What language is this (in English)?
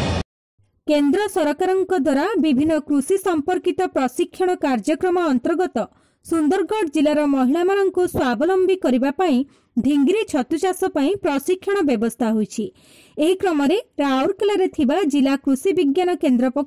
Odia